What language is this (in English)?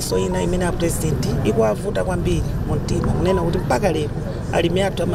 Nyanja